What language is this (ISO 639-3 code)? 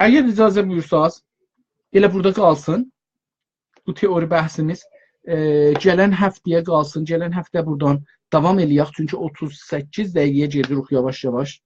azb